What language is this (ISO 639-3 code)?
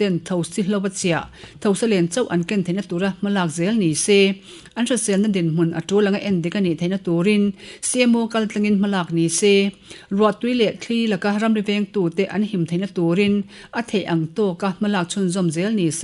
lus